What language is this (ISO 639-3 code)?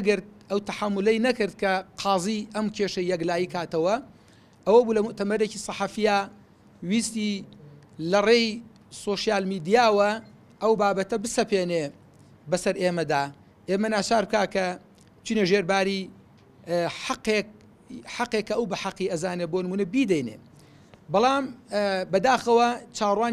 ckb